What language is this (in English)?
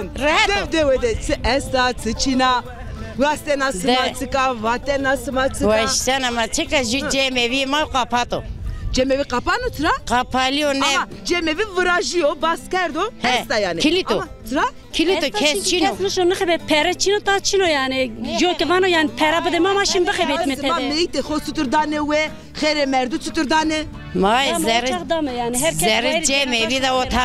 Zaza